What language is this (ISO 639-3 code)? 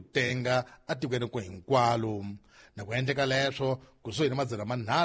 tso